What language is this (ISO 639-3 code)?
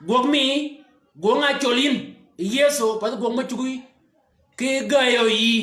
shk